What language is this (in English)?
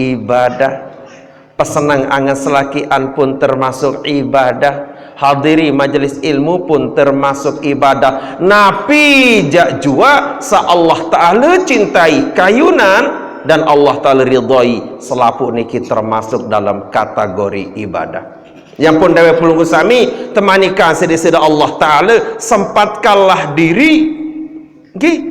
Sasak